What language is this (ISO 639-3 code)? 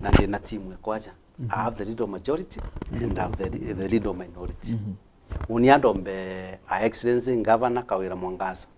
mer